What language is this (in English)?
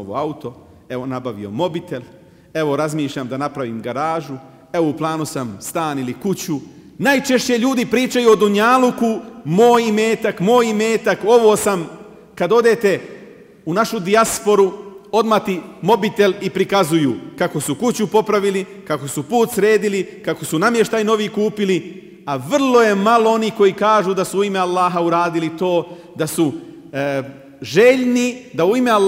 Bosnian